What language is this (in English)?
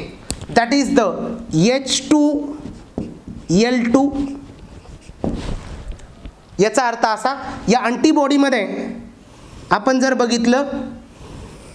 Marathi